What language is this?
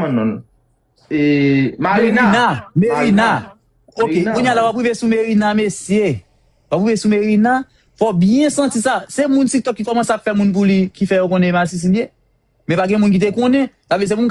Haitian Creole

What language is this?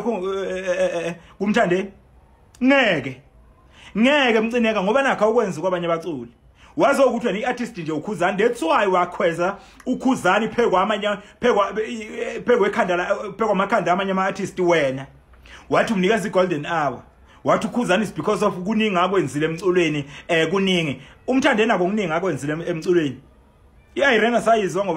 Zulu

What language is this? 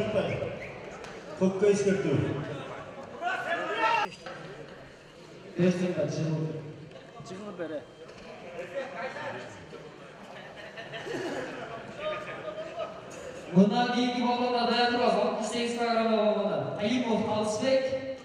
Kazakh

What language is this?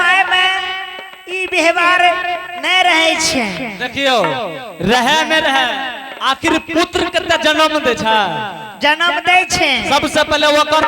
Angika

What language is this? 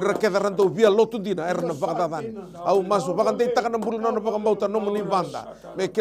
Fijian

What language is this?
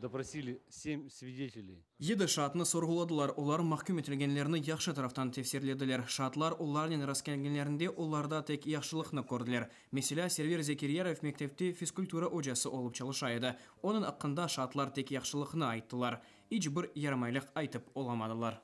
Crimean Tatar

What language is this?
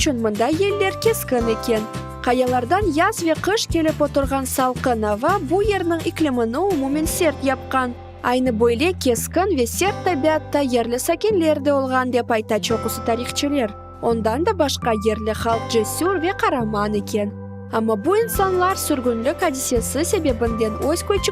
Crimean Tatar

